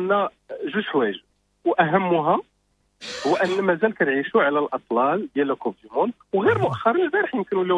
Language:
Moroccan Arabic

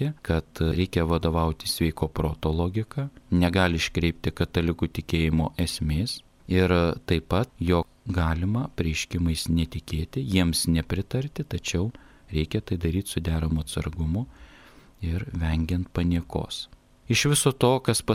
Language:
Lithuanian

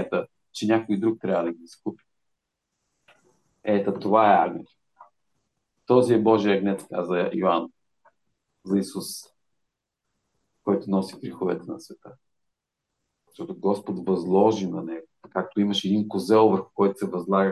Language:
Bulgarian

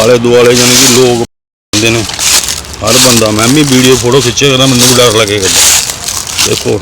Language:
Dogri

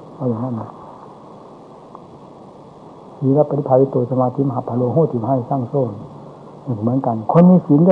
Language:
Thai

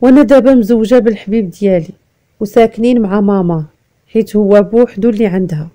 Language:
Moroccan Arabic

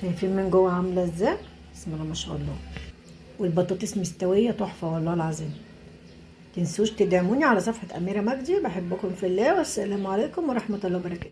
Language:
Egyptian Arabic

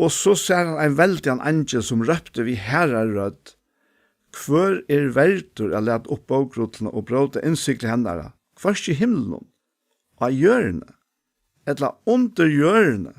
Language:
Faroese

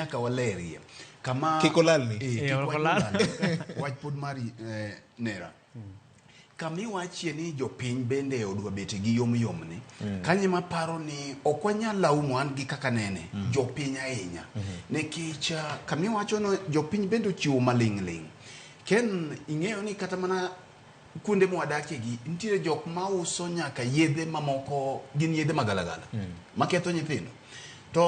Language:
Luo (Kenya and Tanzania)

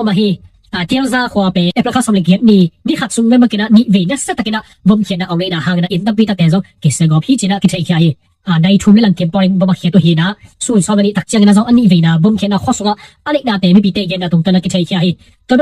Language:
Tedim Chin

